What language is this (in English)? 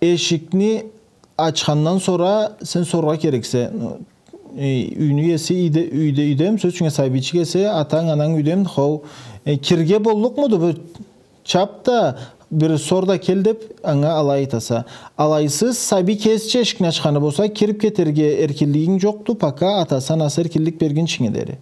Karachay-Balkar